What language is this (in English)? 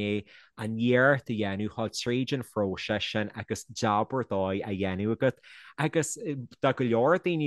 Irish